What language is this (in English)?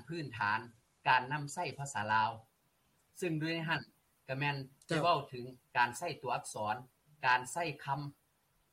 Lao